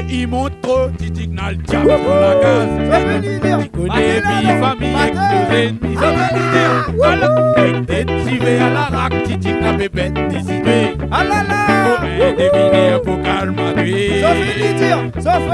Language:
Réunion Creole French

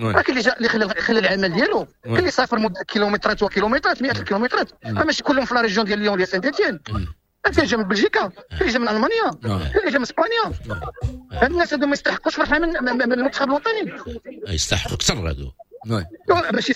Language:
Moroccan Arabic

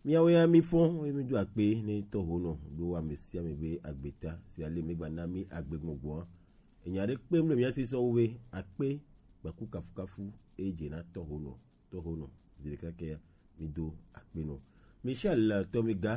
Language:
Gen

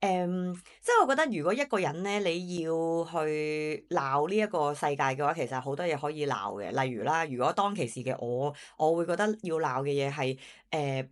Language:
Cantonese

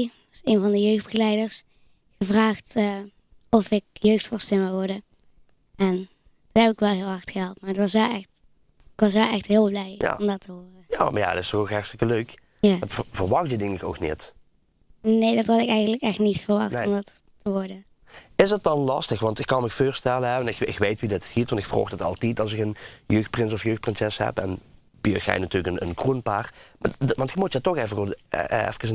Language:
Limburgish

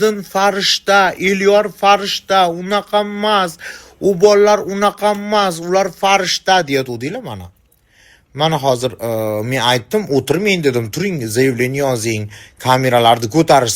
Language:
Uzbek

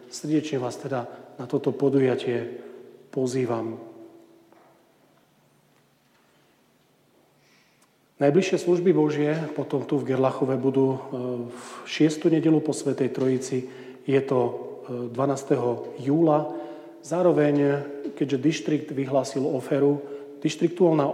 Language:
Slovak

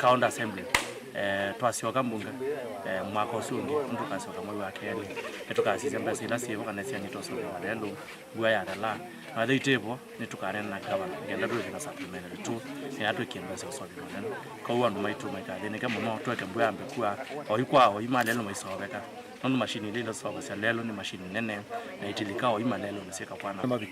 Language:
Kamba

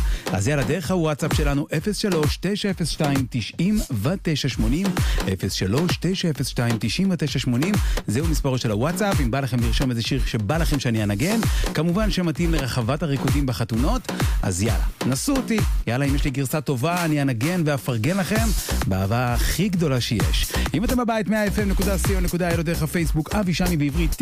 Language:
Hebrew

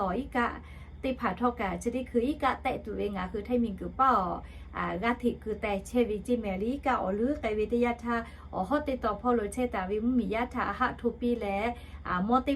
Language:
Lahu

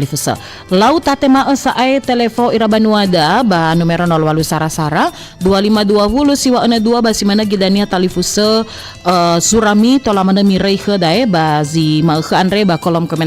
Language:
Nias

